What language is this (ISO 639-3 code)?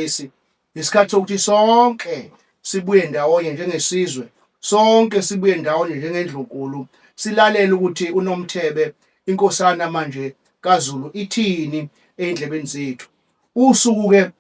zul